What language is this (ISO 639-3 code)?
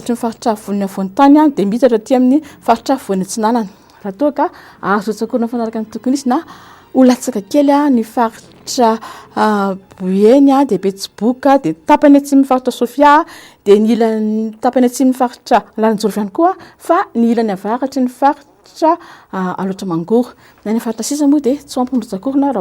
mlg